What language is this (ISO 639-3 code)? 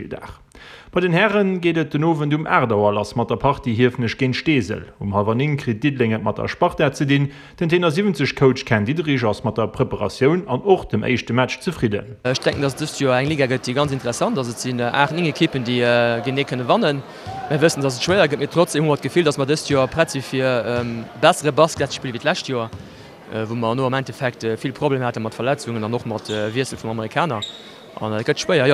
ltz